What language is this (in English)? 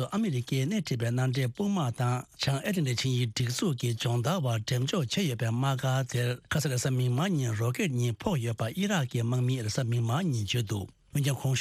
Tibetan